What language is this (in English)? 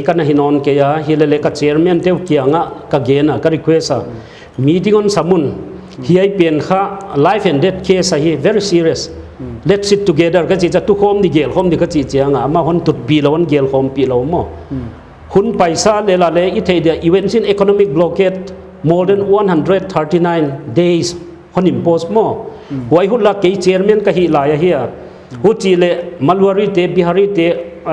Paite Chin